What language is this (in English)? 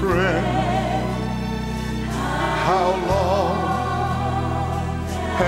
Estonian